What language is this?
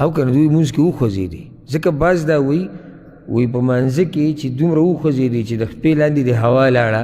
Pashto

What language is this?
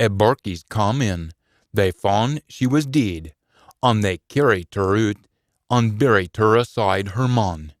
Scots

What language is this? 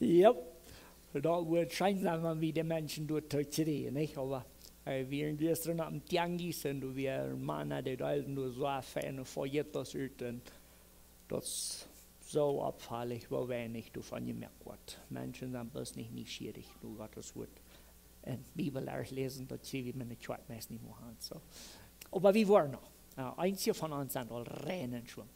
Plautdietsch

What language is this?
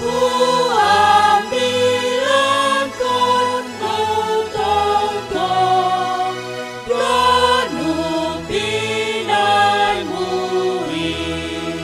Batak Simalungun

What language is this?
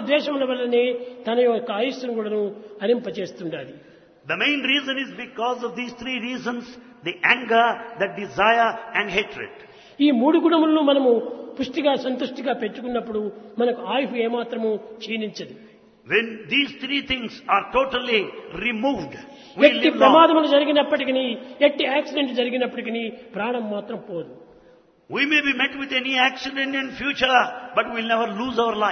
Telugu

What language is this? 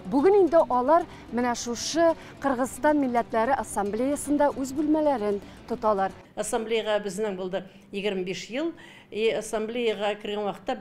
Tatar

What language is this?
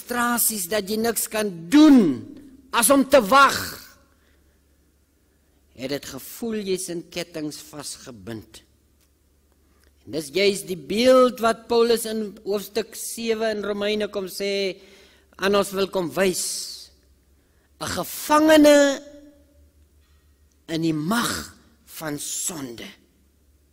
Afrikaans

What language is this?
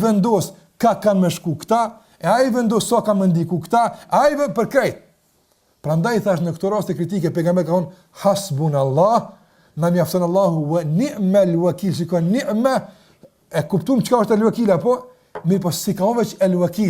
Albanian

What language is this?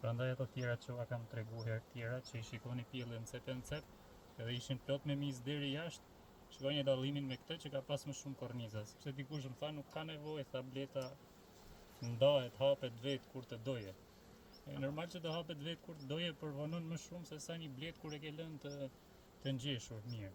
Albanian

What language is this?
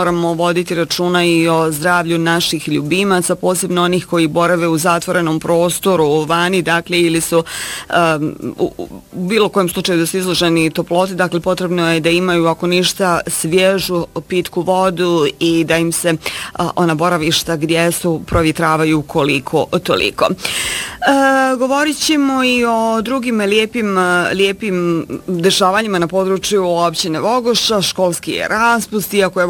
Bosnian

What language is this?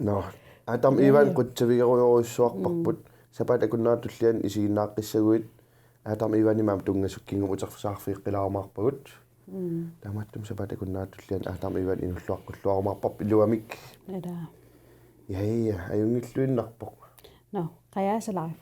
Kalaallisut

